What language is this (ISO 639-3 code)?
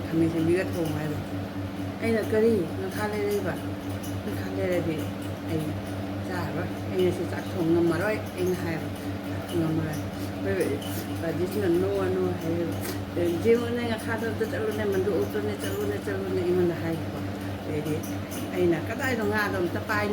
mni